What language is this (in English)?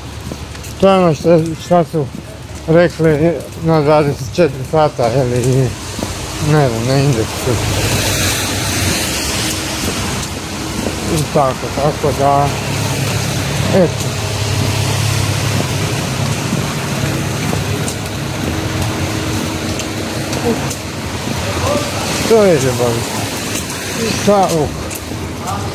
Croatian